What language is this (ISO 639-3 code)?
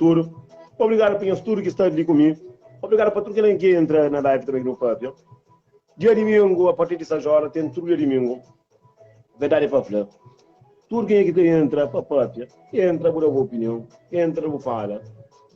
kea